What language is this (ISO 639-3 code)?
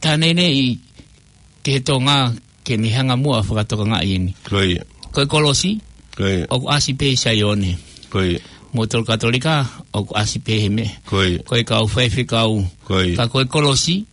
ton